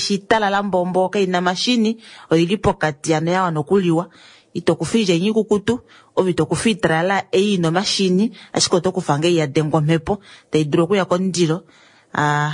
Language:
Kuanyama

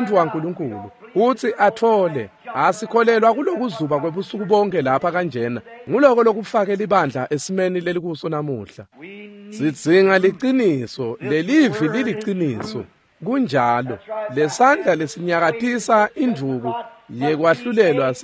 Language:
Swati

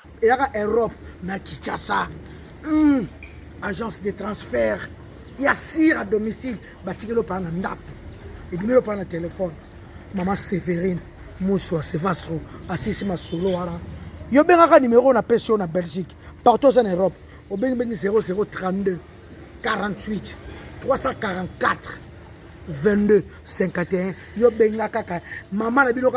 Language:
Lingala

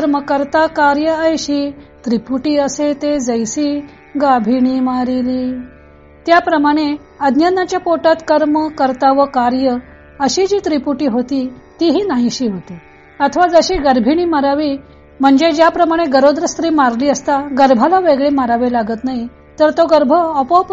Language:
Marathi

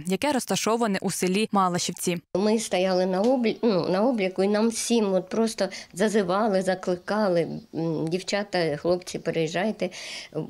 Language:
Ukrainian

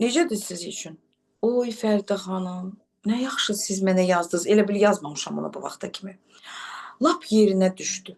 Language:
Azerbaijani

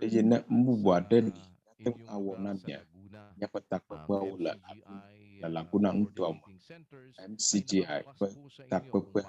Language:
Ewe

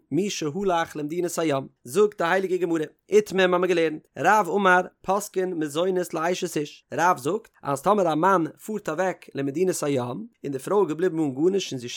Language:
Yiddish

